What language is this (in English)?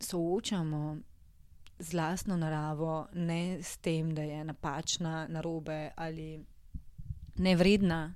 Slovenian